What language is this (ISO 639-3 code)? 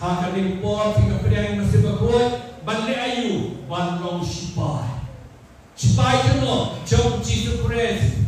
kha